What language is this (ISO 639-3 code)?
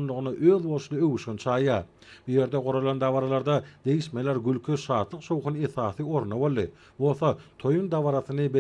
tuk